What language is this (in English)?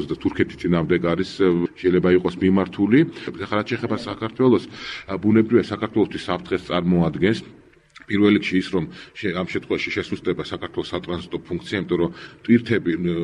Georgian